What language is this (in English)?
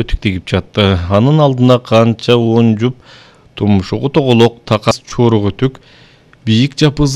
Kyrgyz